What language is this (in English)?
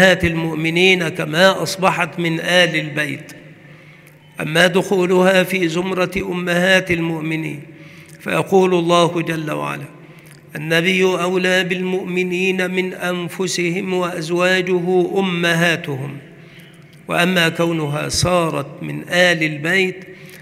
Arabic